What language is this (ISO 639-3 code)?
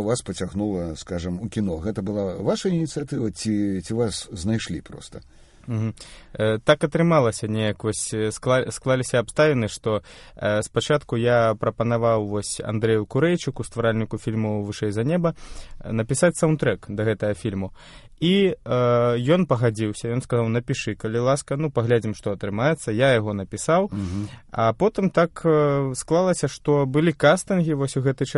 bel